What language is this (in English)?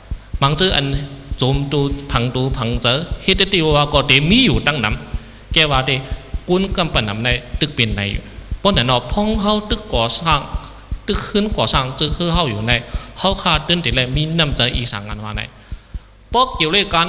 Shan